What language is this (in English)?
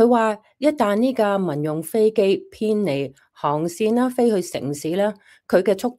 Cantonese